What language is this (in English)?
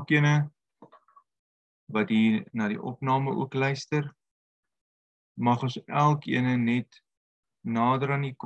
Afrikaans